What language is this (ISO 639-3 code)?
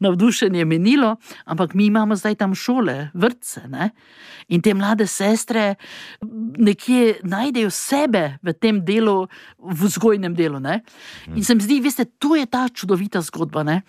slv